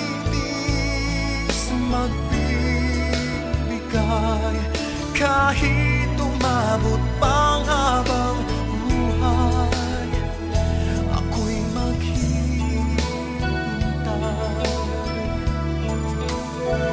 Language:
Filipino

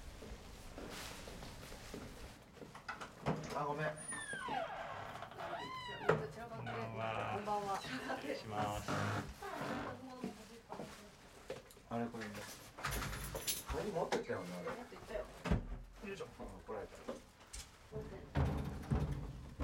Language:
Japanese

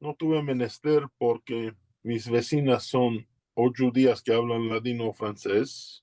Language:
Ladino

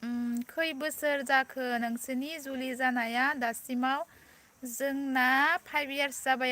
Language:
Bodo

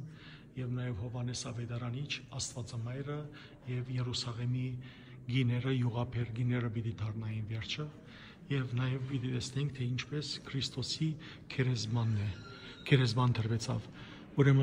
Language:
Western Armenian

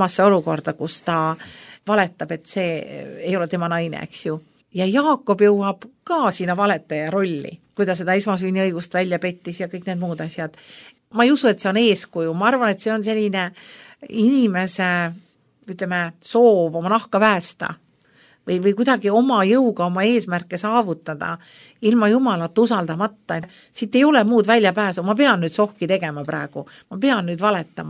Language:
Estonian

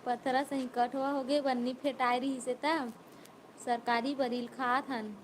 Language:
Chhattisgarhi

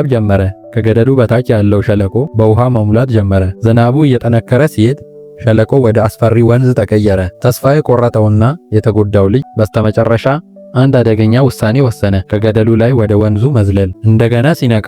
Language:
Amharic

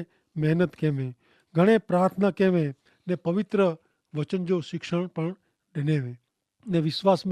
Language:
Kachhi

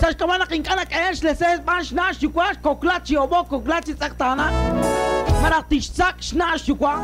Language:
Kekchí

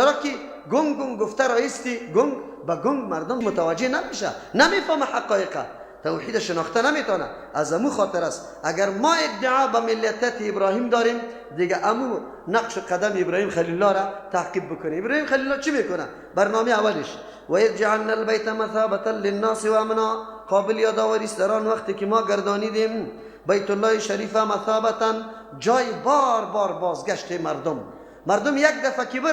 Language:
Persian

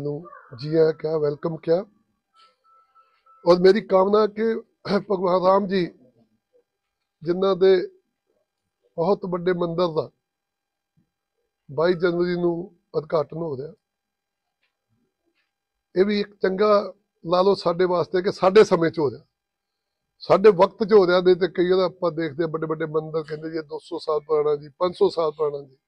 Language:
Punjabi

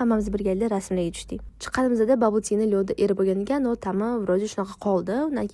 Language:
Uzbek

